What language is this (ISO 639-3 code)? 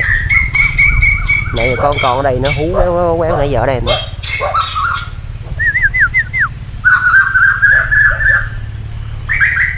vie